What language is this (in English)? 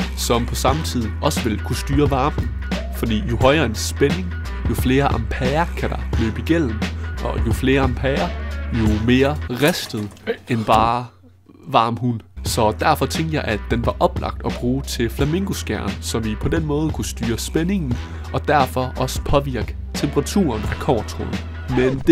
Danish